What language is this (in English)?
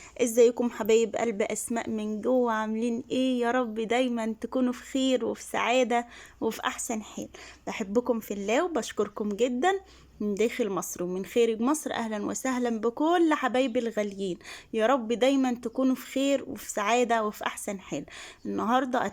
Egyptian Arabic